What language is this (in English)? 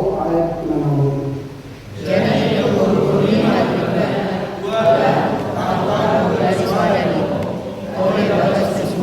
Batak Toba